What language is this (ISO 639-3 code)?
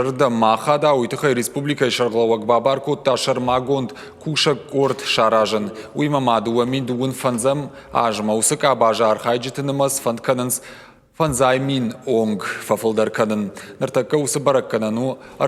oss